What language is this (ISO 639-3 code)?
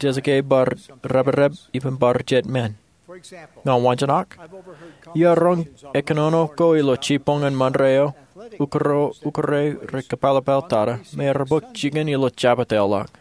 mah